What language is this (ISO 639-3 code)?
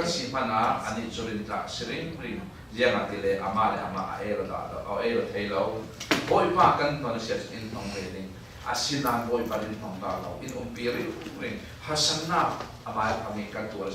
cfm